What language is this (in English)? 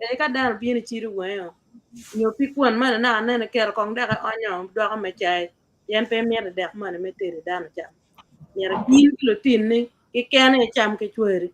Acoli